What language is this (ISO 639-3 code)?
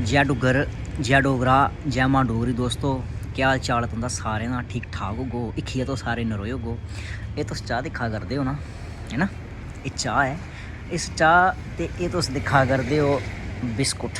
doi